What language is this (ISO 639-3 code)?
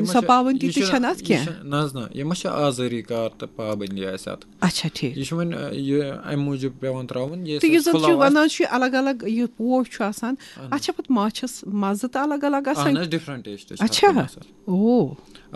kas